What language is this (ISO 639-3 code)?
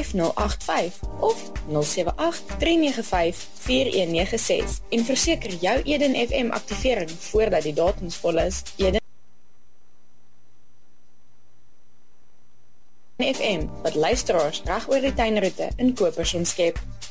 afr